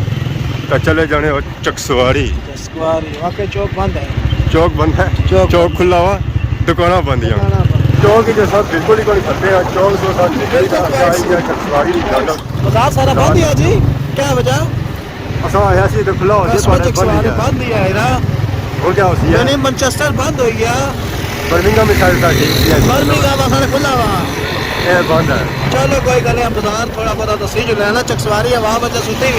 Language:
Pahari-Potwari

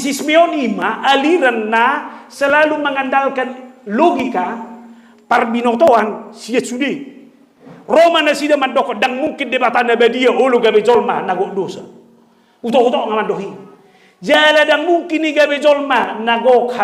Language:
Batak Toba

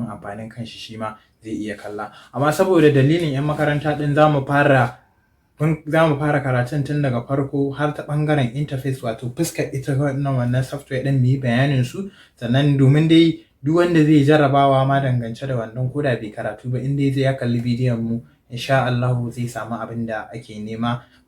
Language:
Hausa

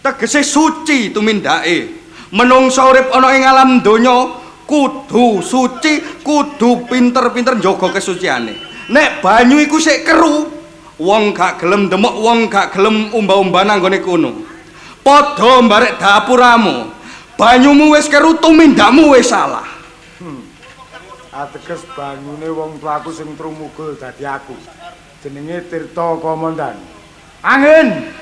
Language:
Javanese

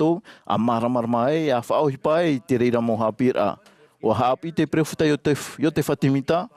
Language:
Tahitian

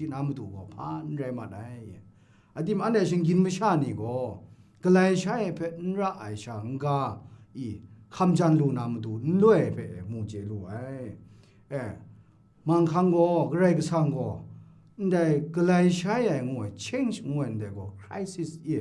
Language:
Kachin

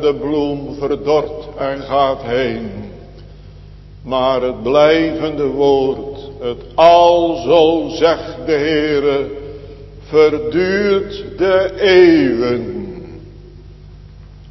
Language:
Dutch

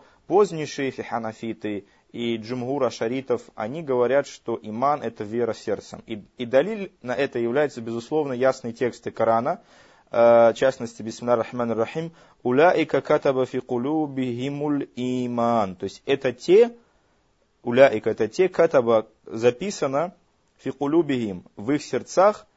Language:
Russian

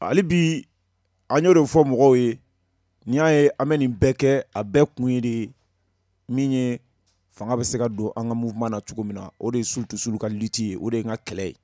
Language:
Bambara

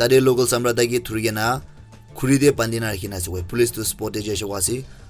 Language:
Naga Pidgin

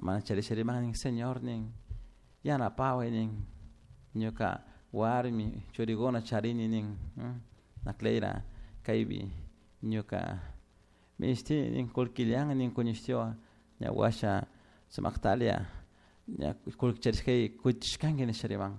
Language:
Chimborazo Highland Quichua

